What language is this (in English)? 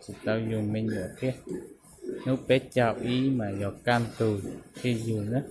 Hmong